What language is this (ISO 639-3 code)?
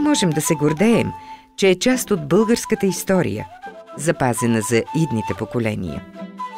bul